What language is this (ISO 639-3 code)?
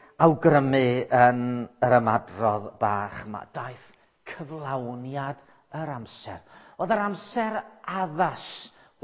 cym